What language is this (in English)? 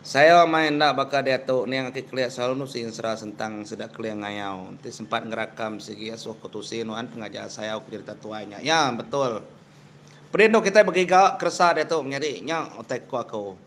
Iban